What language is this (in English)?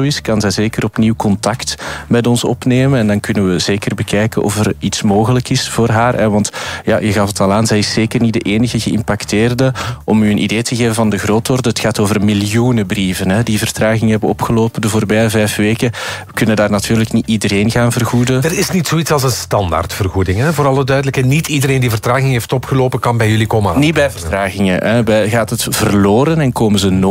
Dutch